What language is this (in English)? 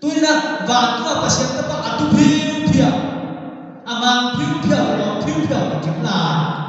Tedim Chin